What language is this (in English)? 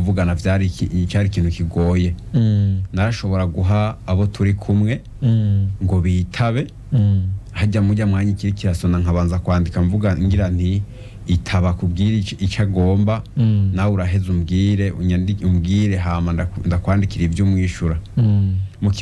Rundi